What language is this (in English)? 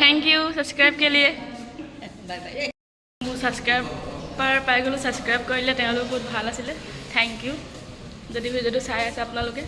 Assamese